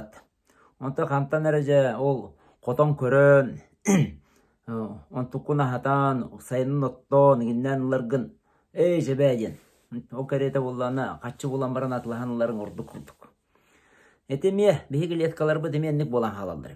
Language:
Yakut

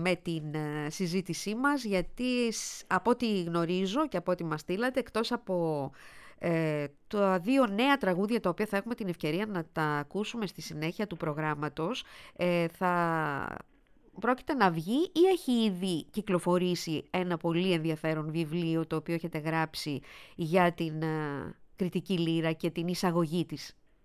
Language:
Greek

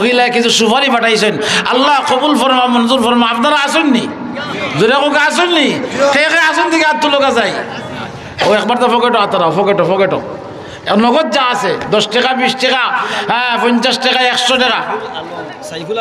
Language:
Sylheti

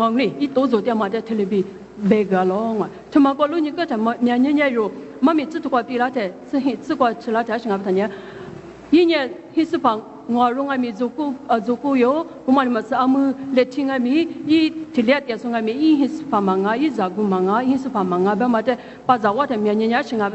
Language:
Lisu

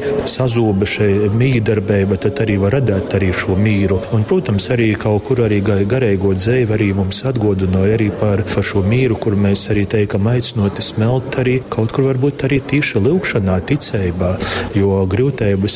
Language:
Latgalian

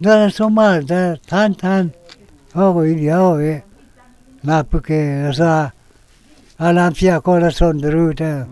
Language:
Karbi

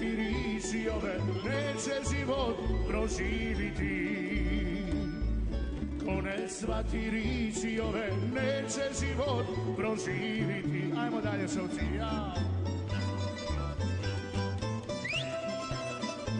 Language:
Croatian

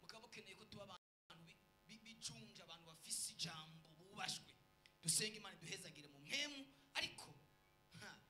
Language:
Rundi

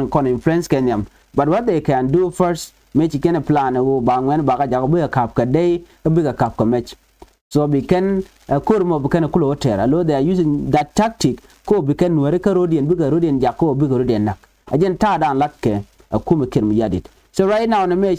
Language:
Nuer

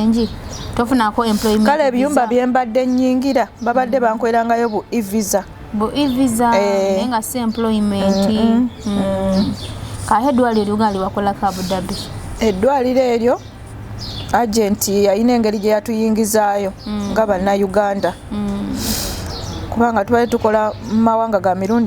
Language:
Ganda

